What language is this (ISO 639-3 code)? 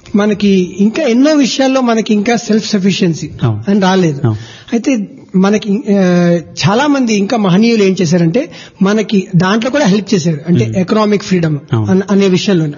tel